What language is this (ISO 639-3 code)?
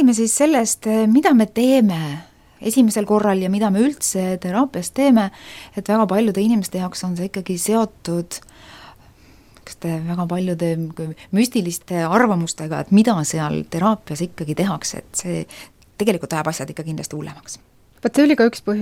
est